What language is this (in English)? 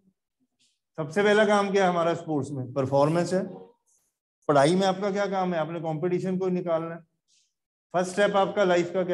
Hindi